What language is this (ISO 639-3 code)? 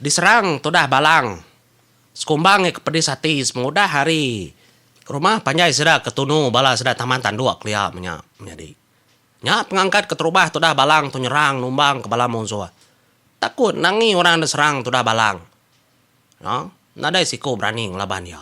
iba